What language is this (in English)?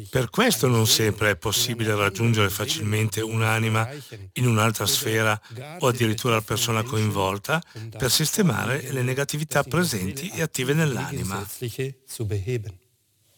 Italian